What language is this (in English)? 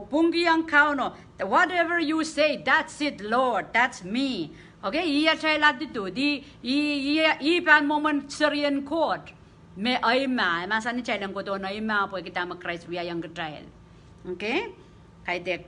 Pohnpeian